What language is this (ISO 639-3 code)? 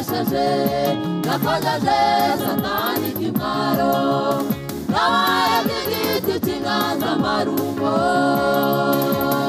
kin